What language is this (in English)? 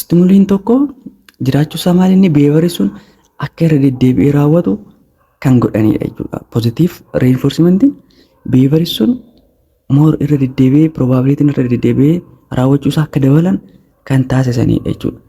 Oromo